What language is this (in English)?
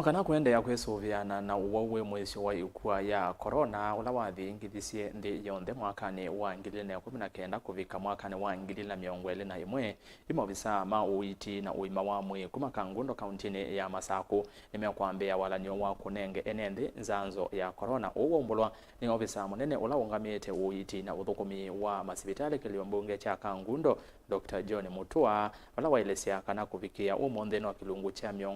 Kamba